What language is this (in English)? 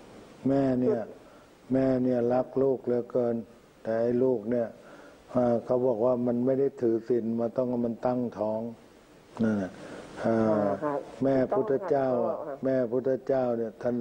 Thai